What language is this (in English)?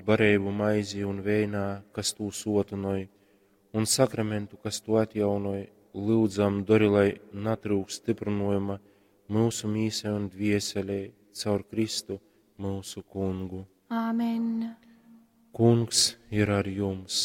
Latgalian